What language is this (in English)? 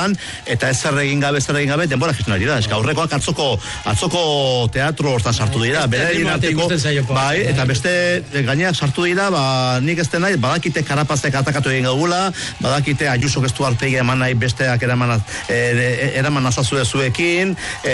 Basque